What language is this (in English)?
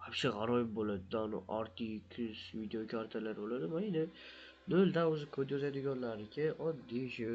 Uzbek